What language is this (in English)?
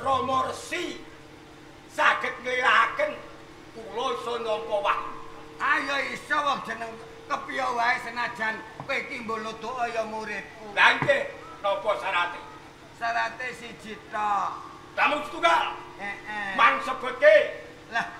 Javanese